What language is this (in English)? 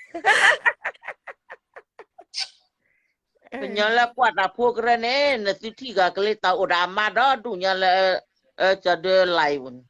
S'gaw Karen